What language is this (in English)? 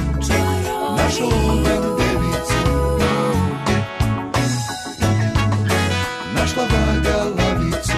Serbian